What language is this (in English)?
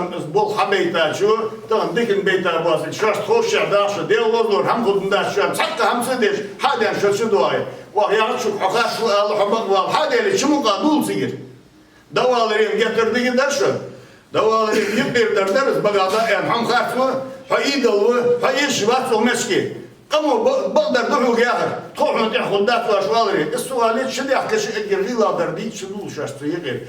Ingush